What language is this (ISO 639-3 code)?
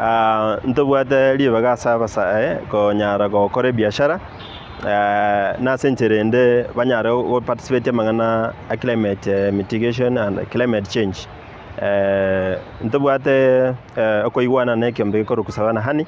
guz